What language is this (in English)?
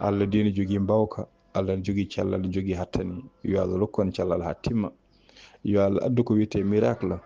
Fula